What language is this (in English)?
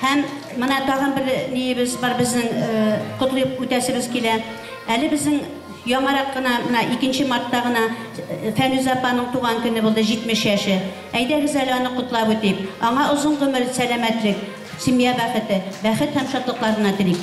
Bashkir